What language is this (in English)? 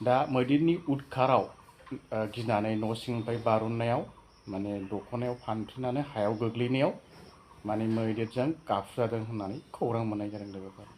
Bodo